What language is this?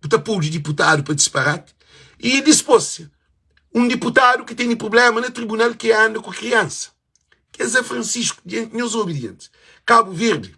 Kabuverdianu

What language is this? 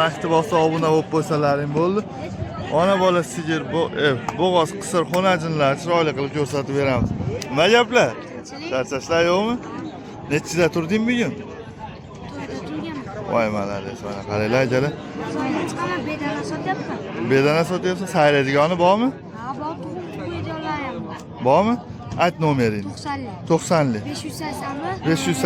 Uzbek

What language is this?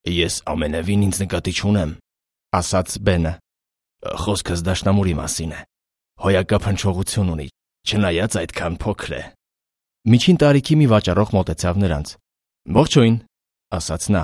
Armenian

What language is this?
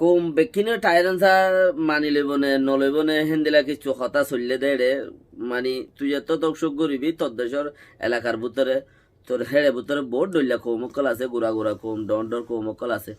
Rohingya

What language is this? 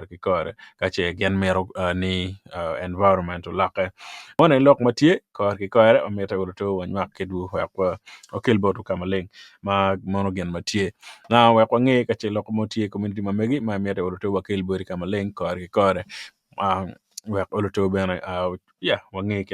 Acoli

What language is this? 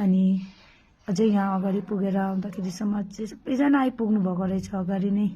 Nepali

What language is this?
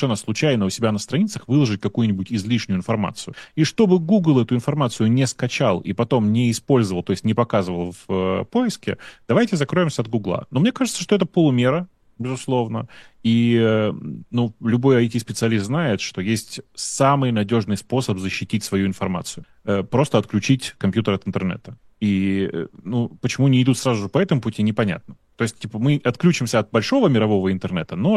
Russian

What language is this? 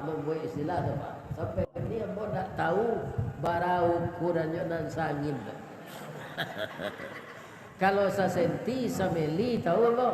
Minangkabau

